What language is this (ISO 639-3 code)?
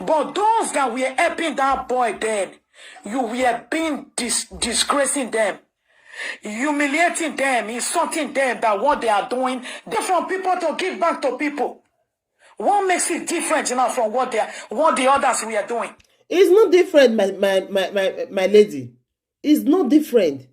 pcm